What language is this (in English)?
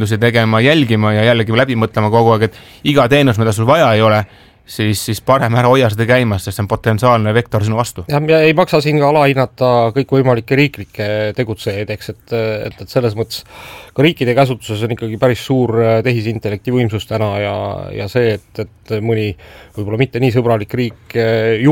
Estonian